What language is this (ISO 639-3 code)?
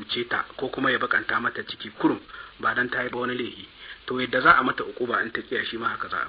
hau